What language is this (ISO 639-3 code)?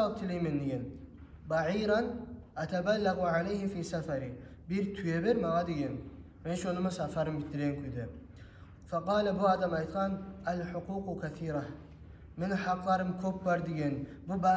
kum